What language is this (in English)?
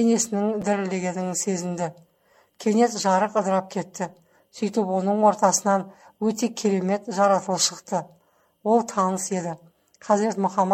Kazakh